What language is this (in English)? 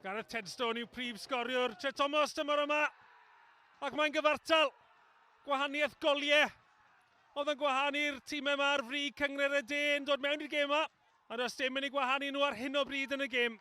Welsh